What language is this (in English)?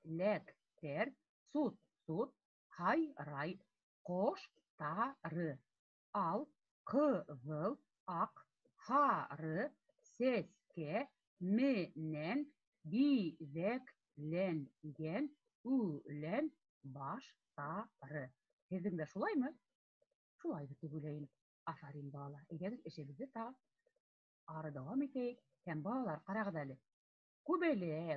Bashkir